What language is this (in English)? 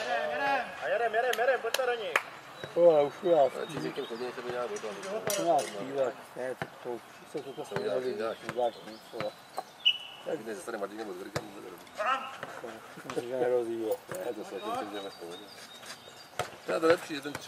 Czech